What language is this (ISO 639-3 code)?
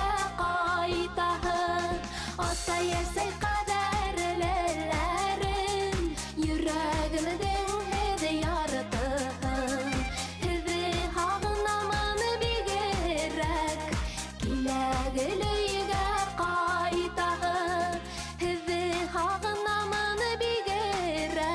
bak